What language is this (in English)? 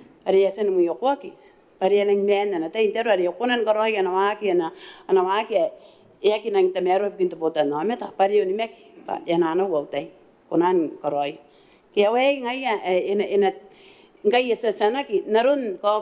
Gilbertese